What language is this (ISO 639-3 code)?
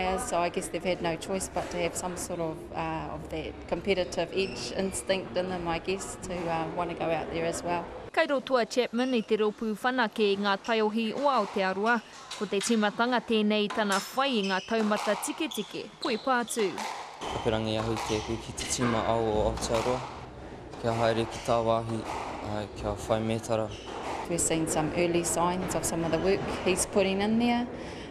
mri